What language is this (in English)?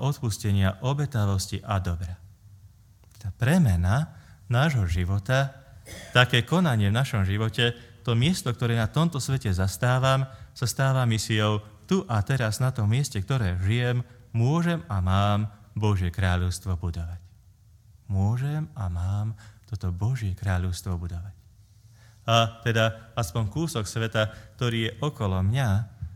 Slovak